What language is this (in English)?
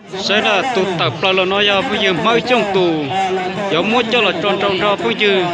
Hmong